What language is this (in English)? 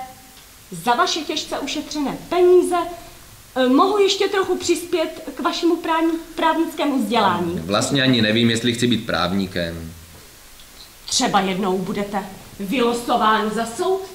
Czech